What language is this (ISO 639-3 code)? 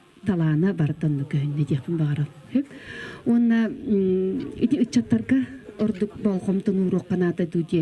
sah